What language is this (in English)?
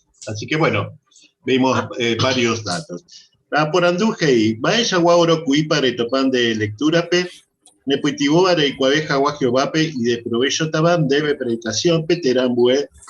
Guarani